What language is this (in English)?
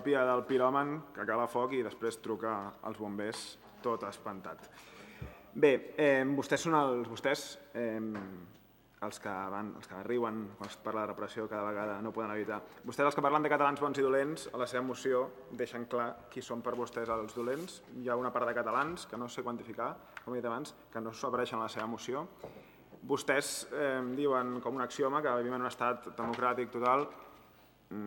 Catalan